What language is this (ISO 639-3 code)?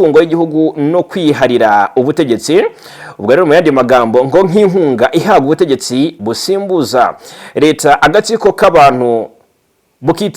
kin